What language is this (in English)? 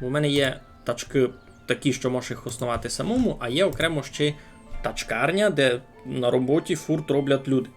Rusyn